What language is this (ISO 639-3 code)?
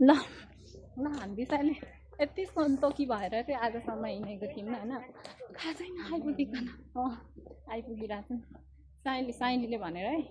nep